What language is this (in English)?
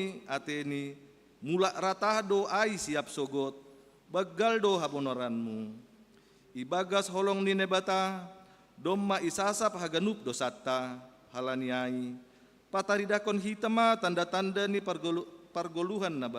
Batak Simalungun